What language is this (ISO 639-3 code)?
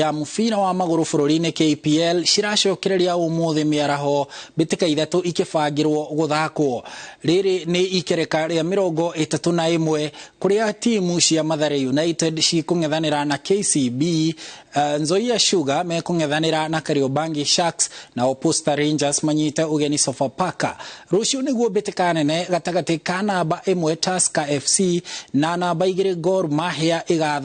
kik